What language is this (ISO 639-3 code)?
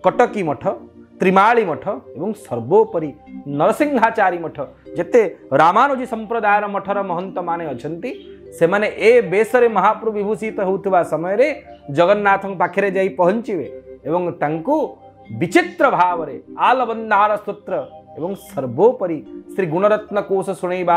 ori